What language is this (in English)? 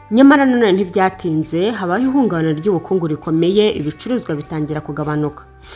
Kinyarwanda